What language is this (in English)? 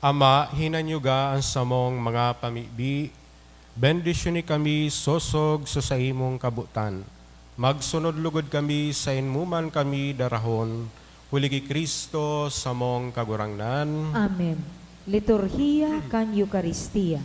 Bikol